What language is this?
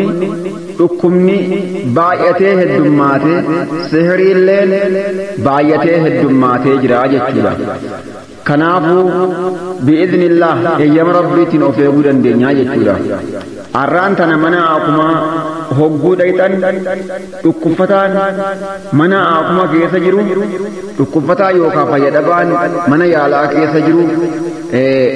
Oromo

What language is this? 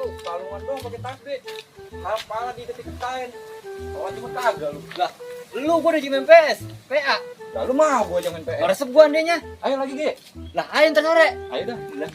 Betawi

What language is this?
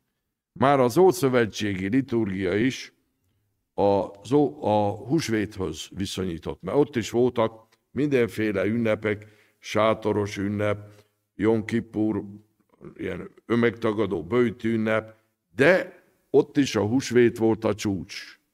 Hungarian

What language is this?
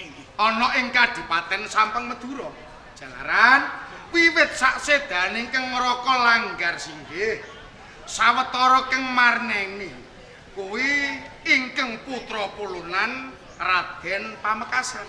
Javanese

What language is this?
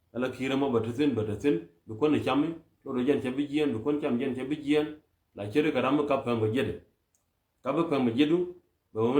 Nuer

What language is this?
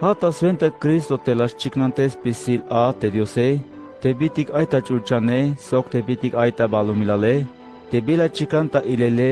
Tzeltal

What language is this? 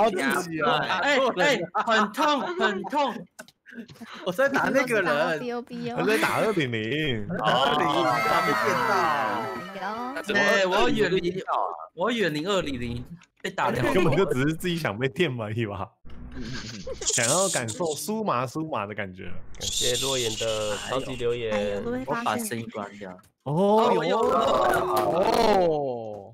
Chinese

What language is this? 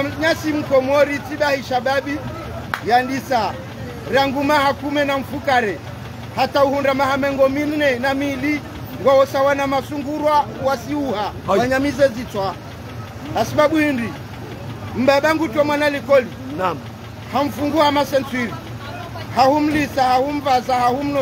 Ngazidja Comorian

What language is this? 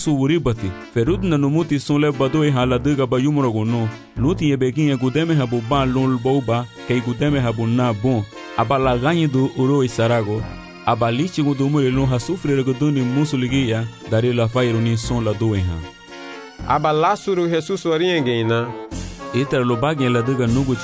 Garifuna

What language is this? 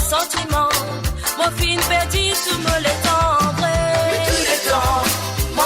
Morisyen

